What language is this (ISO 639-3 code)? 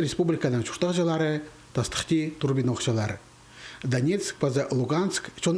kjh